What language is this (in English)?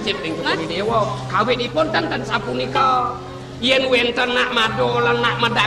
Balinese